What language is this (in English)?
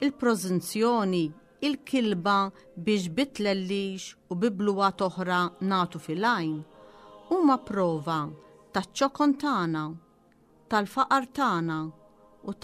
Maltese